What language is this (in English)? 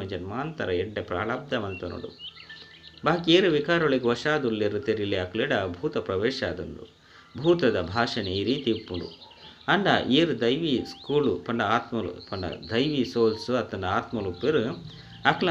Tulu